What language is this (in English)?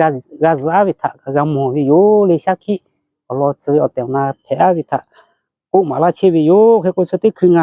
Lahu